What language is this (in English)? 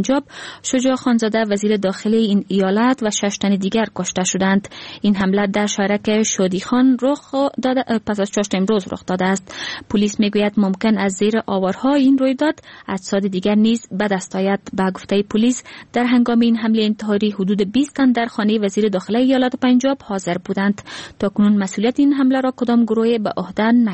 Persian